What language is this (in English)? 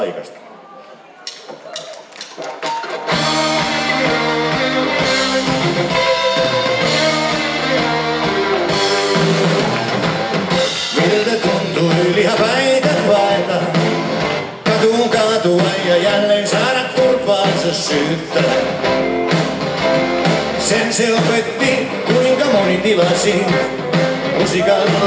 Finnish